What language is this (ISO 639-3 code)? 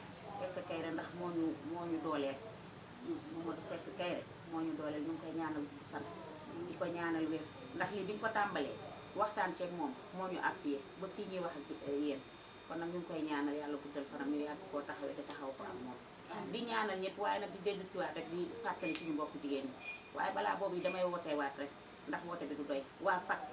wol